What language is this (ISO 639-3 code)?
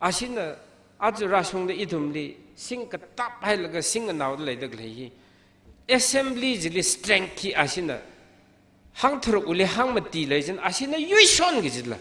nmf